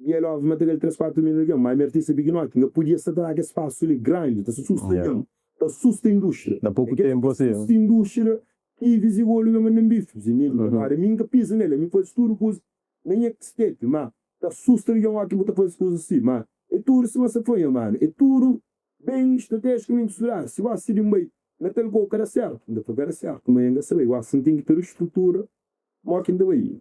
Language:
Kabuverdianu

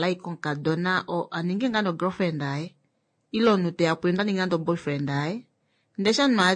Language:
Kuanyama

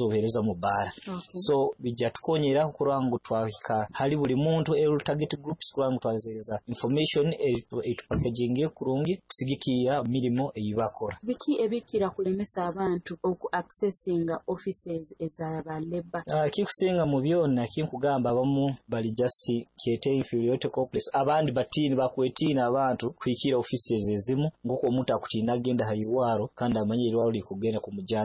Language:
Nyoro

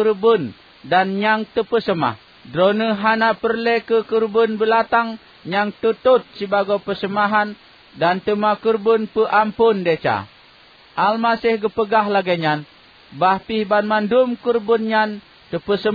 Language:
Achinese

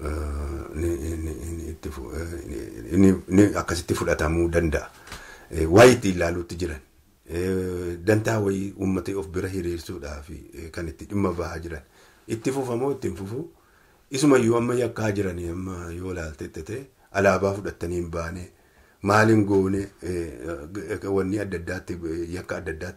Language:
Oromo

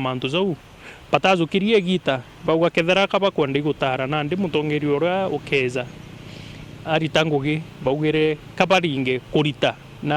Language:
Meru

